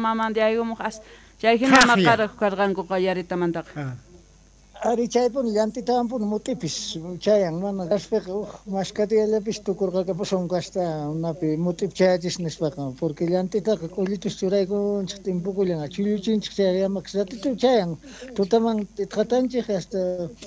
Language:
South Bolivian Quechua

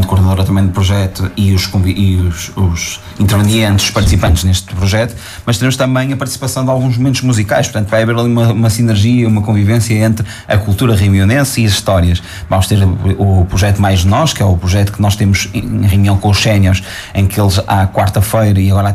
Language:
Portuguese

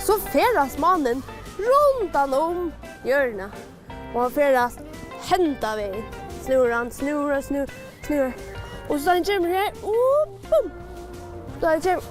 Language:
Faroese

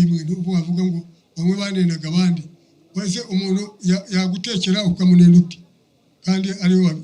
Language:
Kinyarwanda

